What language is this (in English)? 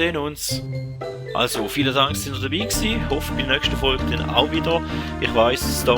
Swiss German